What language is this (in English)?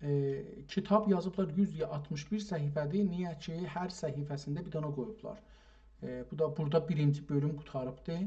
South Azerbaijani